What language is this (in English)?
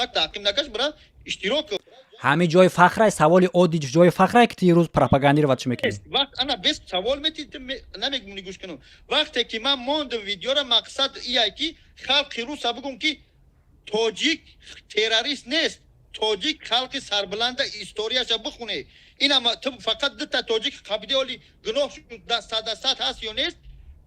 Tajik